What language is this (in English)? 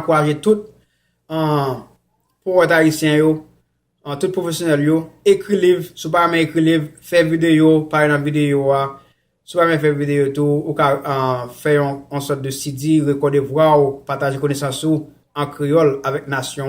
Haitian Creole